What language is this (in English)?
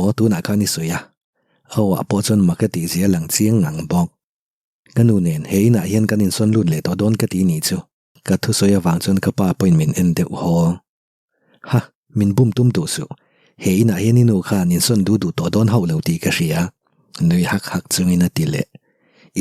Mizo